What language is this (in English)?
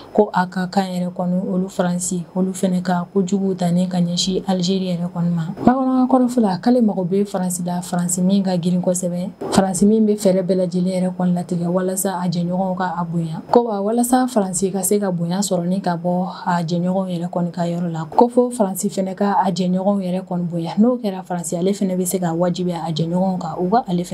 Bambara